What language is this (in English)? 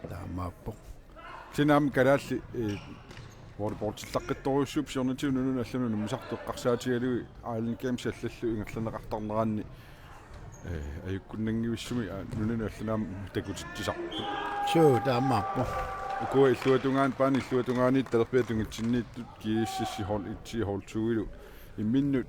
Kalaallisut